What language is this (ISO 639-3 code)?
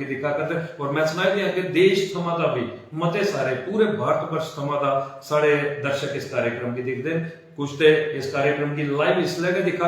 doi